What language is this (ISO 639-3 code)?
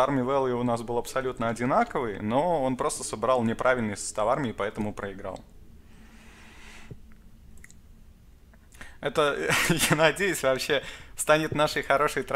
rus